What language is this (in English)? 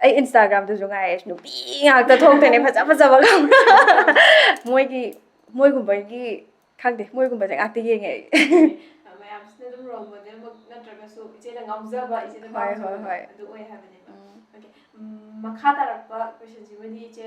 Manipuri